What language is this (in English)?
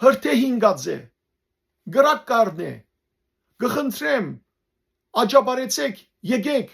Western Armenian